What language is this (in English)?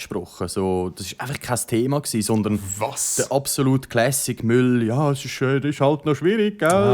Swiss German